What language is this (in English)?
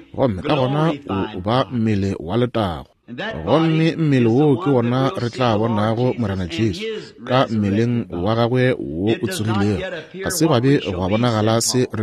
Northern Sotho